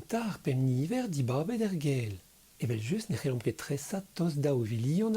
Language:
Breton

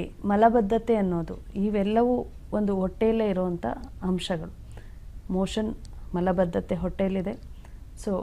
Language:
Kannada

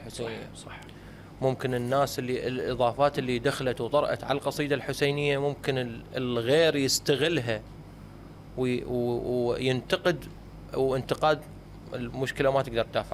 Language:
Mesopotamian Arabic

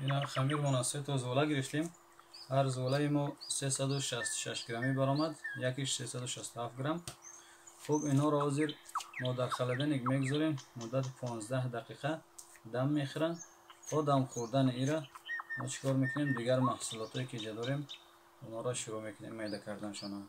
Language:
Tajik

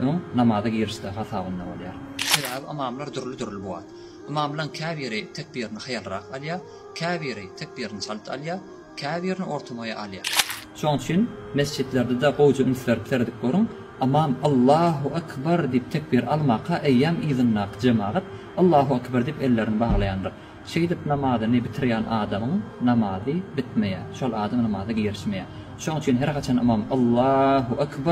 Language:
Turkmen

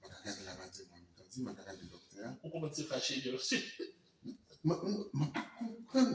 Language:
Guadeloupean Creole French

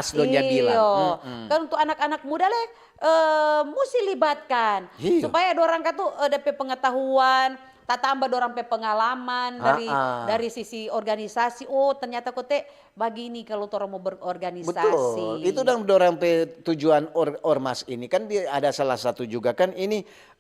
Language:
Manado Malay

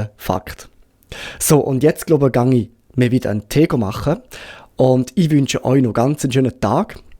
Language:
Swiss German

